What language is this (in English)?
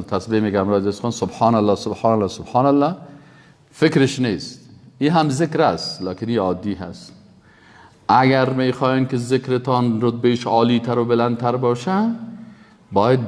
Persian